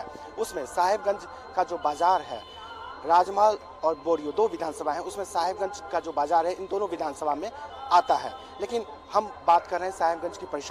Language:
Hindi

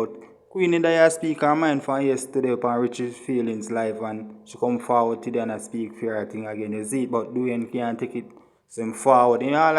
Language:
Jamaican Creole English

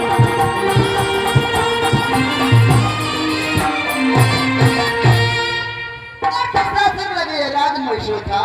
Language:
Maithili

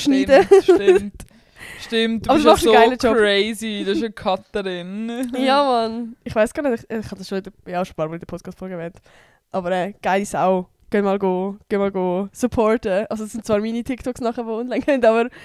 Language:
Swiss German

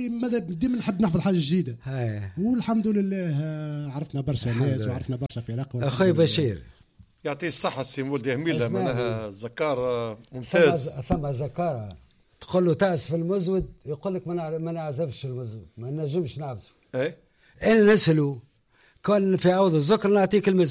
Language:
Tunisian Arabic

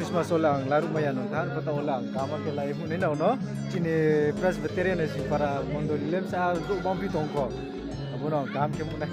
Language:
Riang (India)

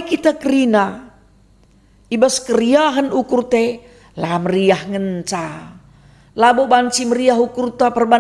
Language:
Batak Karo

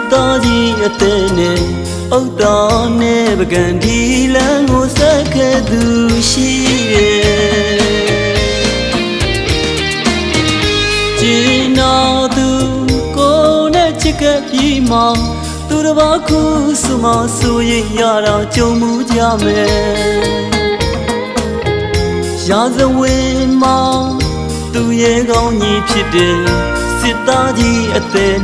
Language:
Burmese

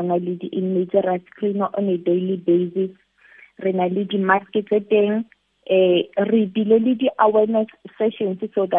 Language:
Southern Sotho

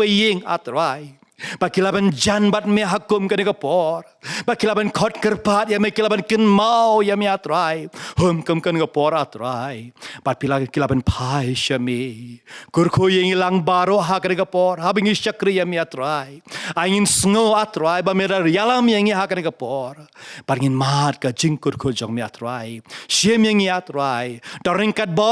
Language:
Khasi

